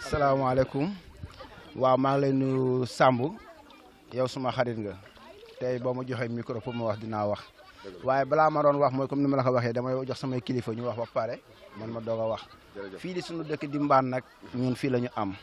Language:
Wolof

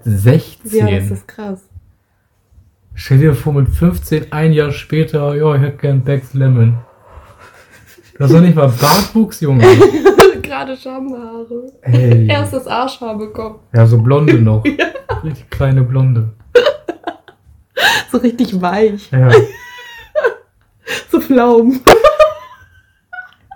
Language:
German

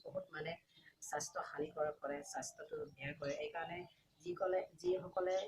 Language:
Assamese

